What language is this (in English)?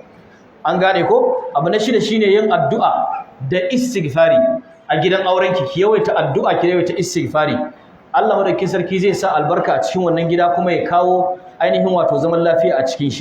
Hausa